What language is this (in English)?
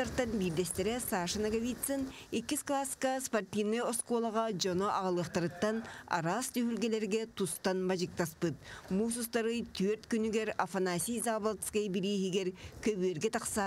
Yakut